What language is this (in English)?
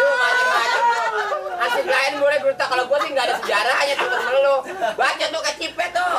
Betawi